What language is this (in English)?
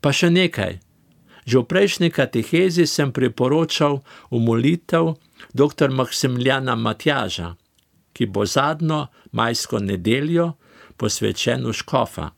Slovenian